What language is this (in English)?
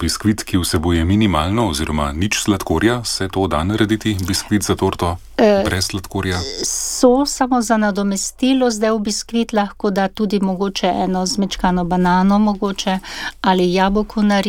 Slovenian